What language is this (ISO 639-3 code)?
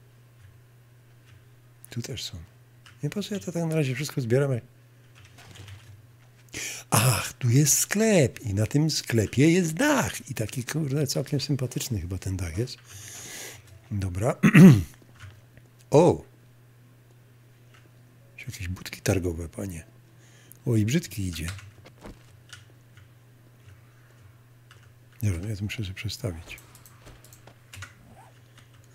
pol